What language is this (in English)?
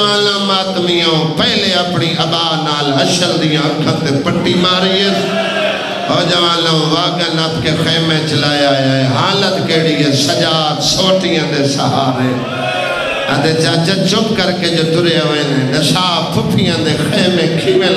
Saraiki